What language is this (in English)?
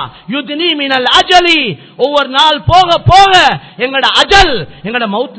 Tamil